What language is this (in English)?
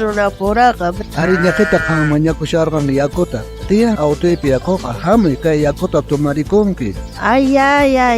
South Bolivian Quechua